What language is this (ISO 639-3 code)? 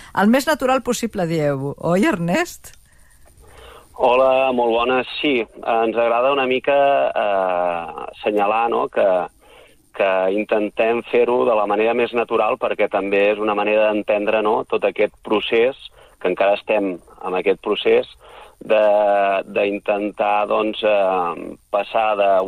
cat